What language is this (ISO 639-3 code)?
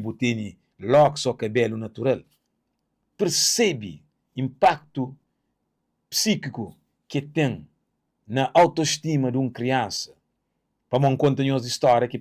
kea